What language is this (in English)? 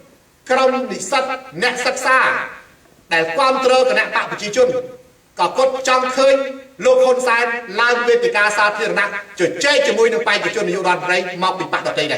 Khmer